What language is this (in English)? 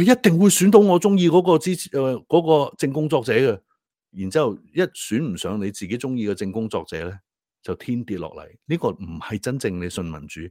Cantonese